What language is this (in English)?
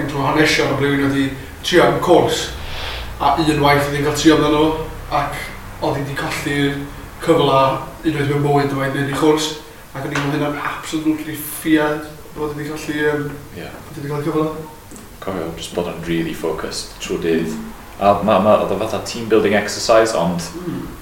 Welsh